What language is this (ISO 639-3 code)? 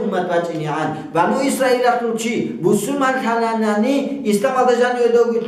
ava